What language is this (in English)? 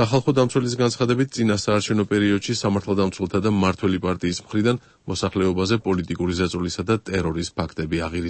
Georgian